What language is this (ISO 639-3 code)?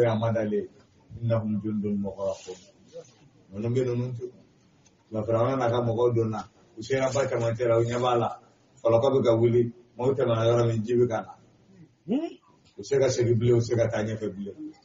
bam